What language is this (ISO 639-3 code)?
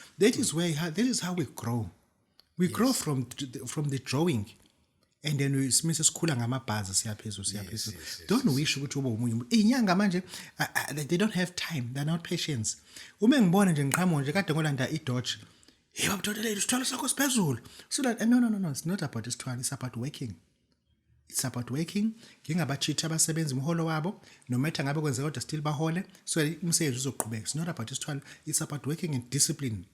zul